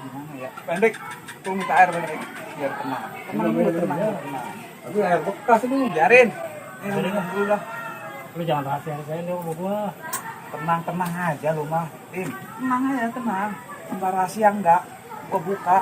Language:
Betawi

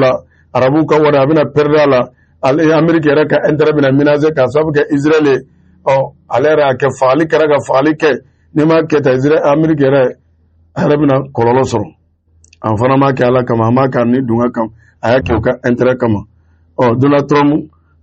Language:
Bambara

